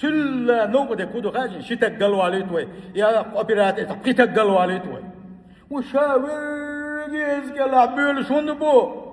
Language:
Chechen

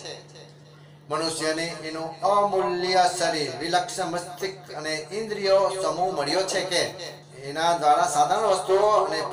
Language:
Gujarati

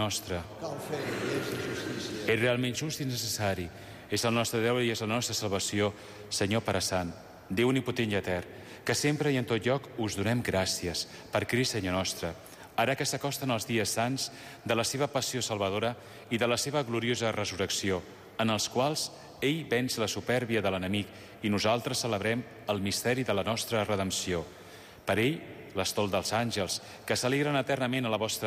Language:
Catalan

